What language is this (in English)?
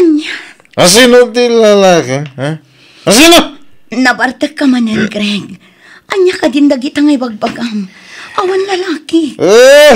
Iloko